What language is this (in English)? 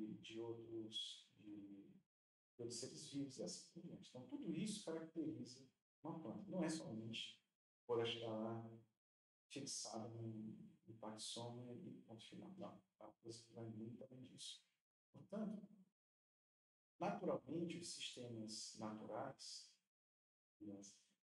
Portuguese